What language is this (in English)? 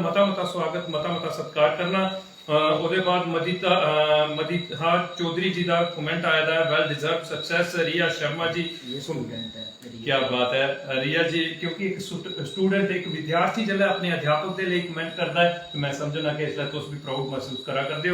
Dogri